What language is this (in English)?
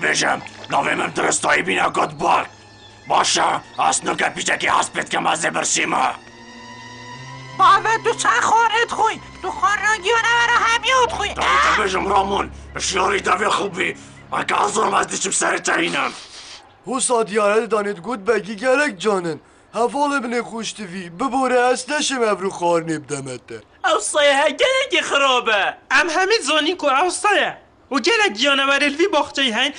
Kurdish